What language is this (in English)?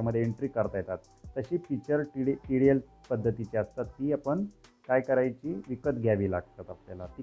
Marathi